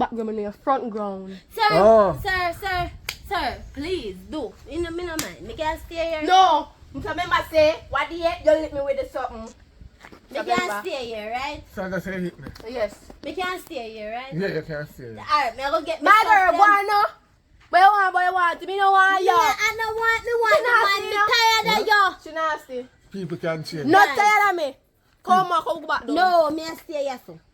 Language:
Jamaican Creole English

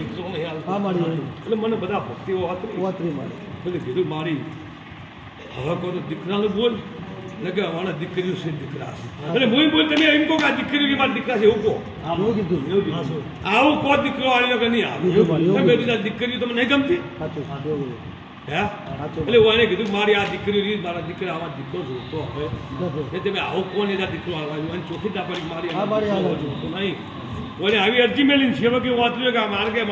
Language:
Gujarati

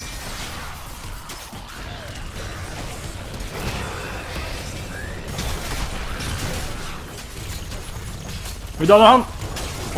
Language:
Swedish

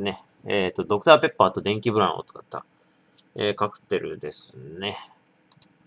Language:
Japanese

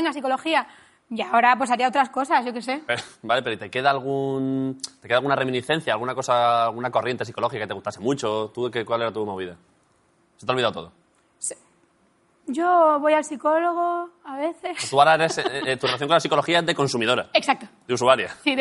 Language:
Spanish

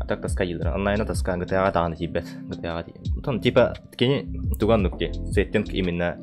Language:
Yakut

